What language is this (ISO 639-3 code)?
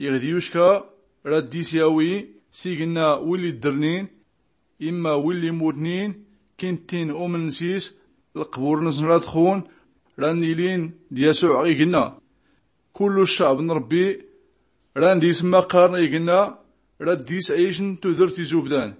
shi